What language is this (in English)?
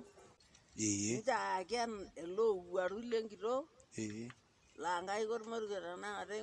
Masai